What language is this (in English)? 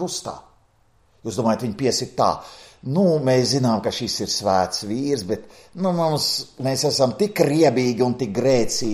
Latvian